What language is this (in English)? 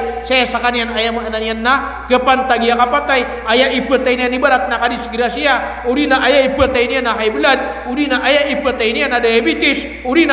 Maranao